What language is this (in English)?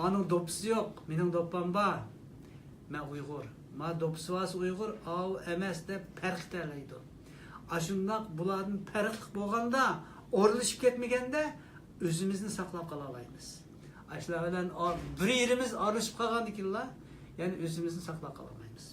Uyghur